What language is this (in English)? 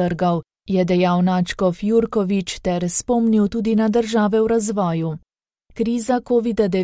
Slovenian